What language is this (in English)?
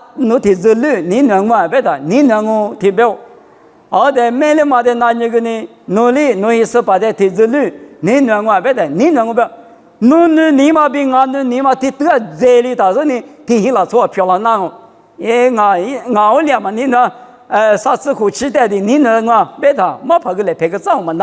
Lisu